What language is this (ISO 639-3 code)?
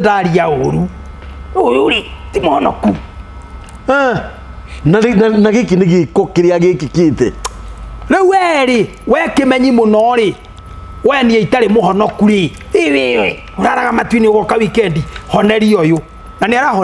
kik